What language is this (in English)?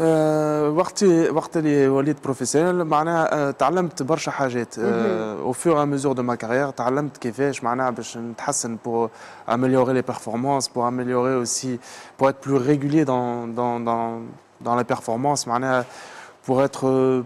Tunisian Arabic